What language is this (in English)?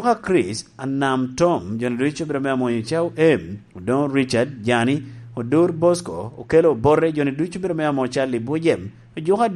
Lango (Uganda)